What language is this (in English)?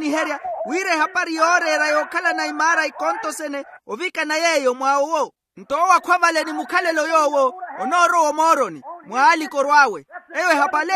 Makhuwa